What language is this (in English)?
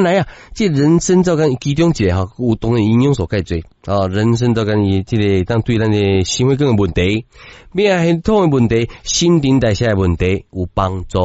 Min Nan Chinese